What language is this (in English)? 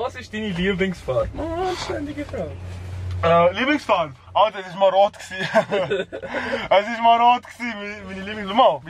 Swiss German